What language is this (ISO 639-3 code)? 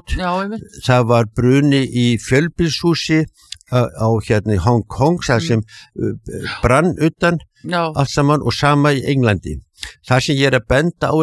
isl